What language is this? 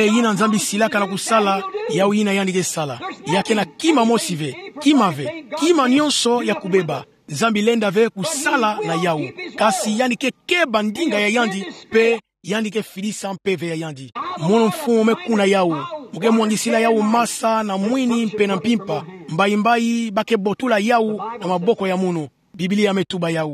Kituba (Democratic Republic of Congo)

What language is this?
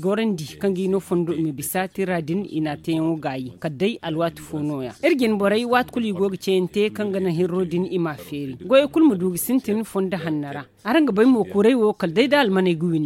Zarma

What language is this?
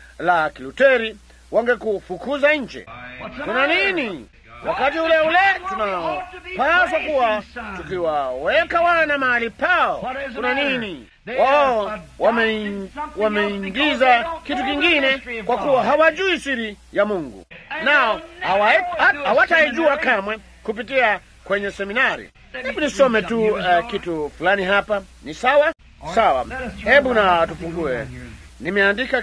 Swahili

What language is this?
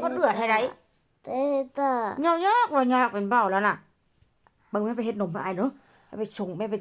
Northeastern Thai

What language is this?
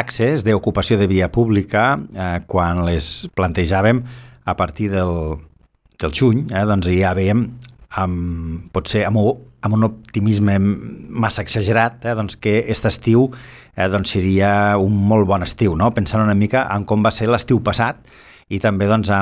Catalan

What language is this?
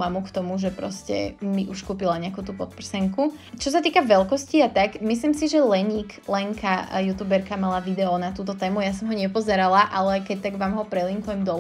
Slovak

